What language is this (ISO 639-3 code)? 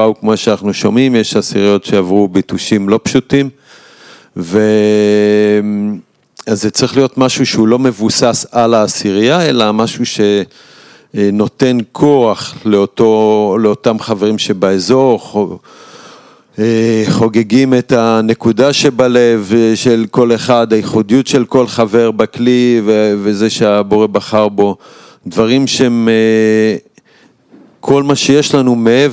heb